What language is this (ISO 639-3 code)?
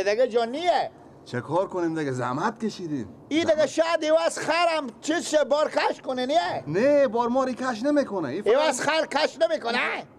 fas